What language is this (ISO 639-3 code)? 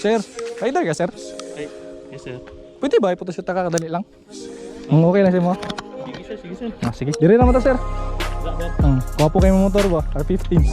ceb